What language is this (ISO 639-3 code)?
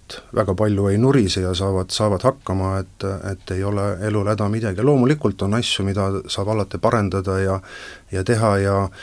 est